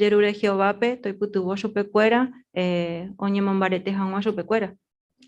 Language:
Guarani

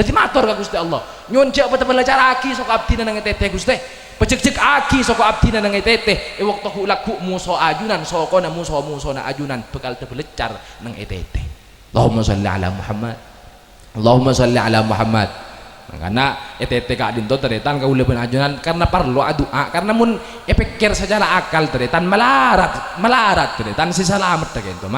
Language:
Madurese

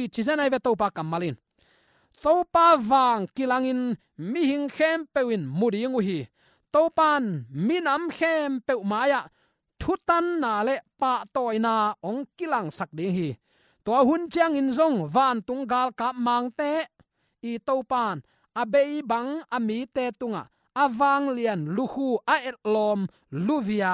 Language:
Tedim Chin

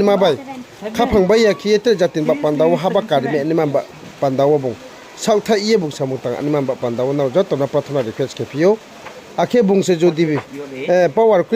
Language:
Riang (India)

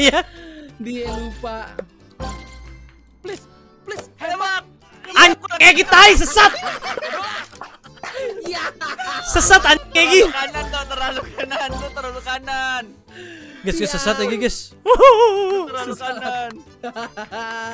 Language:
Indonesian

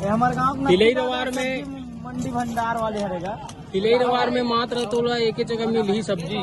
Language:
Chhattisgarhi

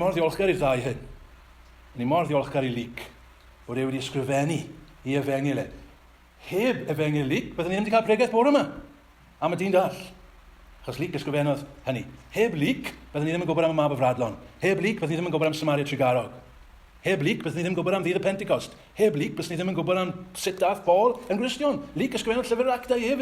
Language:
Welsh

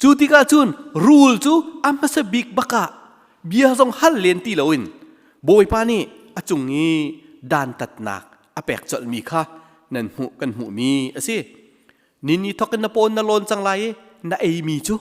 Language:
Hakha Chin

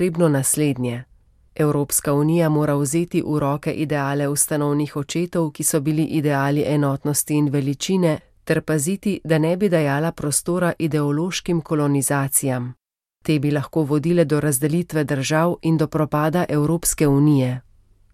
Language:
Slovenian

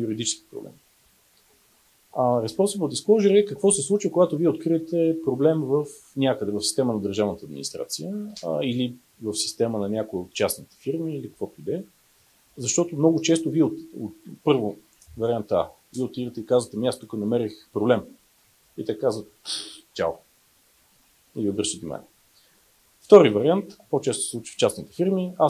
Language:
Bulgarian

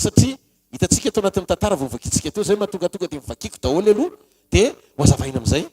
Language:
Malagasy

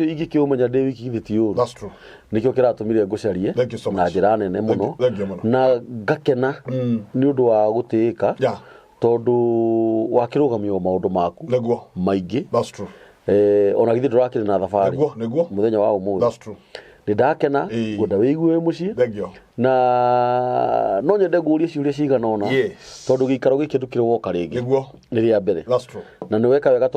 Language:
Kikuyu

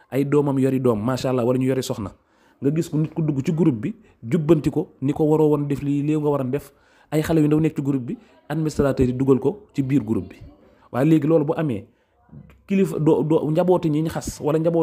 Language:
Wolof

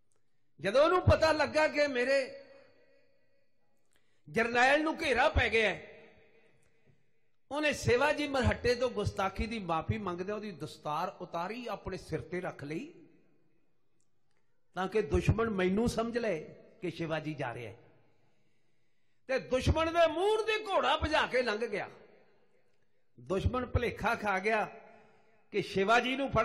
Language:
Punjabi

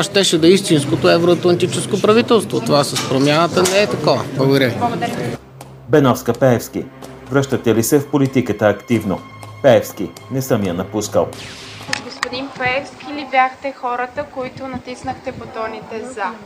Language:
Bulgarian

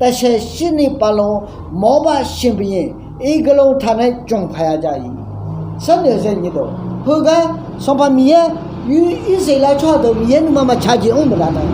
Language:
Akha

